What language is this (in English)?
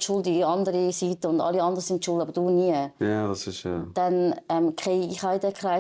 Swiss German